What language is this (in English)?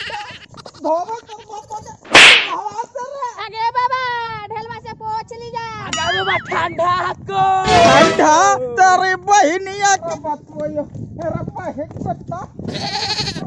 Magahi